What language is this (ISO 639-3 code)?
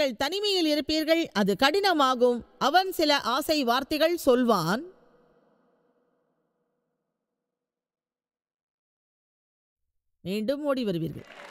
tam